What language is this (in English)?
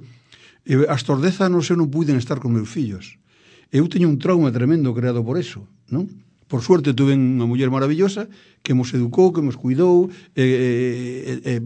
Galician